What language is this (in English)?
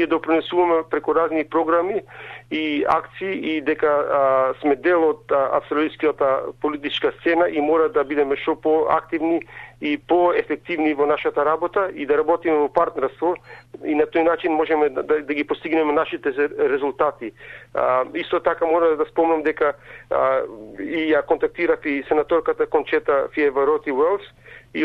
Macedonian